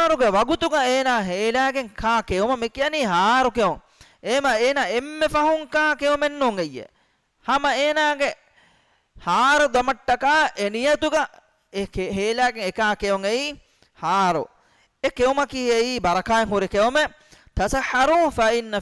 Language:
Divehi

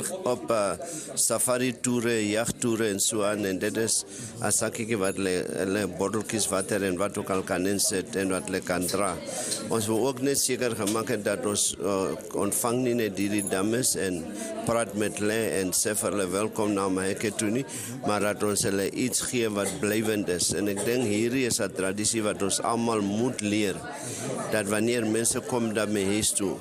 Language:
Afrikaans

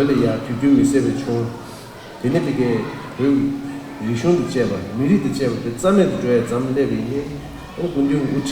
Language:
Tibetan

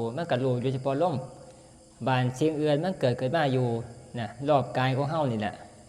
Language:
Northeastern Thai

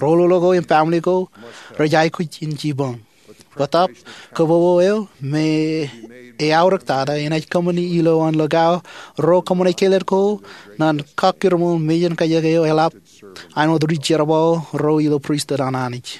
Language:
Marshallese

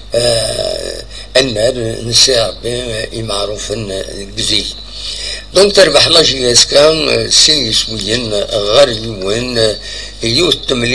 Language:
Kabyle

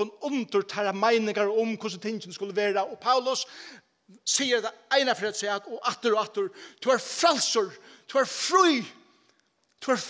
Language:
Faroese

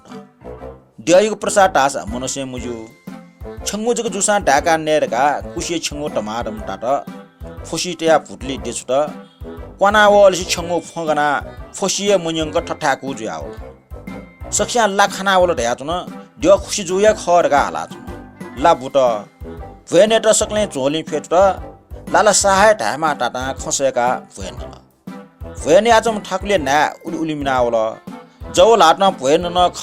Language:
Newari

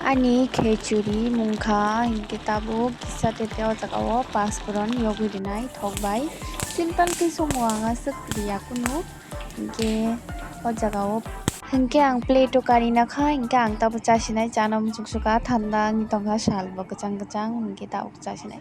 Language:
Kok Borok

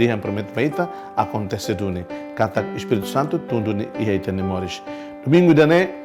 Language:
Tetum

